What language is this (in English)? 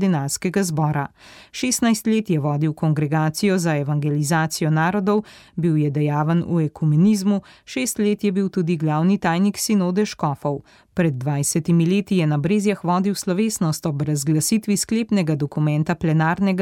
Slovenian